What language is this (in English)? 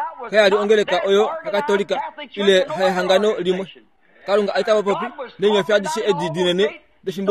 Kuanyama